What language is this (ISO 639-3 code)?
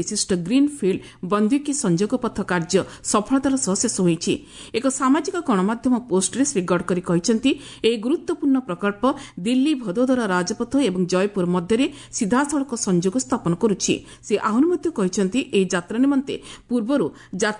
ori